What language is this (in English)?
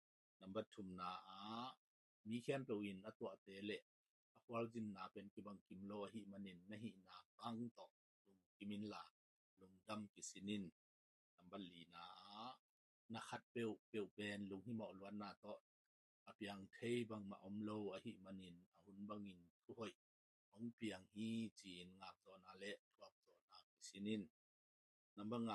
Tedim Chin